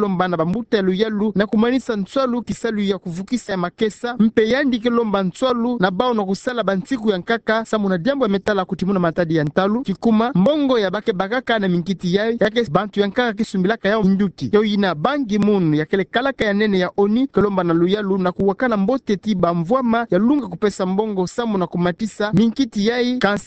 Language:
Kituba (Democratic Republic of Congo)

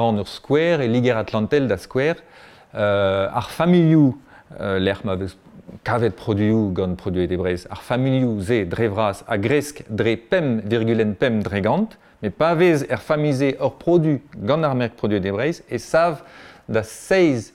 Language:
Breton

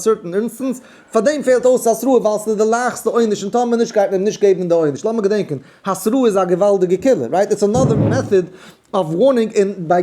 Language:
Yiddish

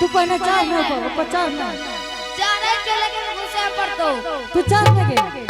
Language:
Angika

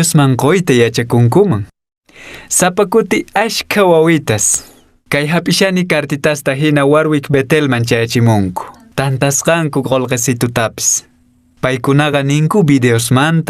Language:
Quechua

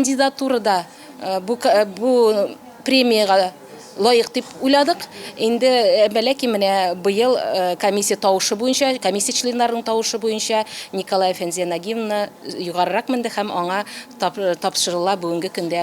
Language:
Tatar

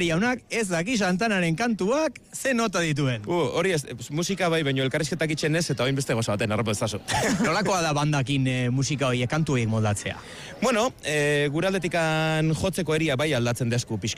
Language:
Basque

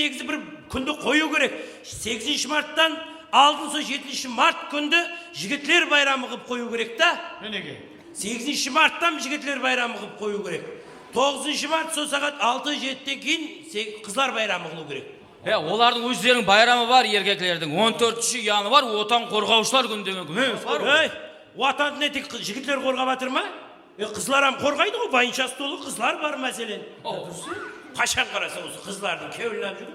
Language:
Kara-Kalpak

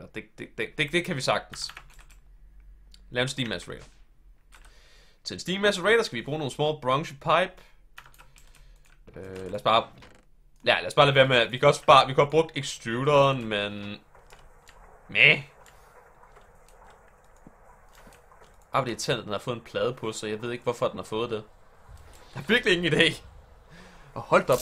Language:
Danish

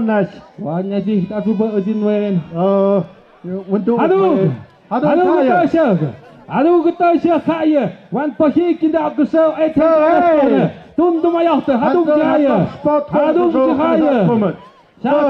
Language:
Tlahuitoltepec Mixe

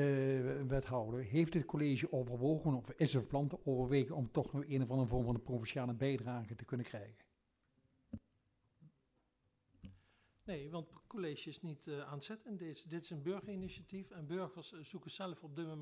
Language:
Dutch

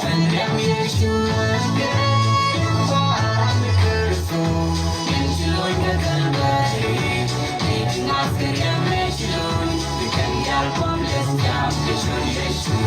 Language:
Nuer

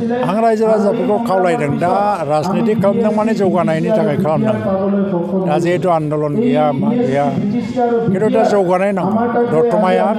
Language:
Bodo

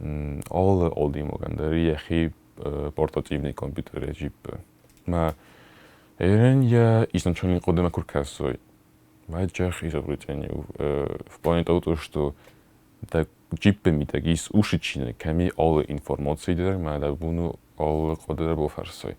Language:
Ossetic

